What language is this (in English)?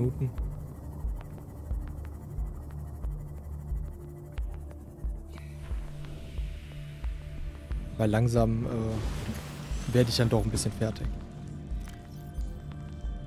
German